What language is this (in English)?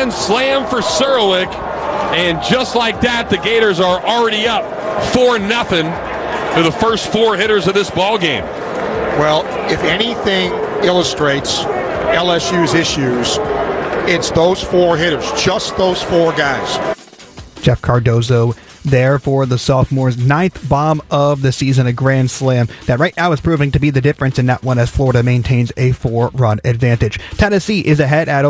English